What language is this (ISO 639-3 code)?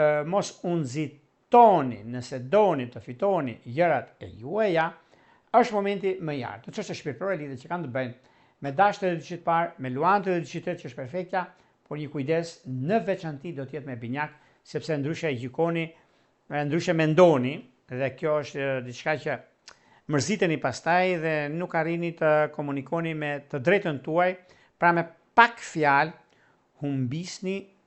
sqi